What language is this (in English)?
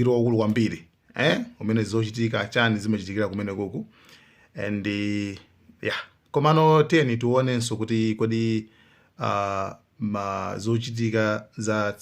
Nyanja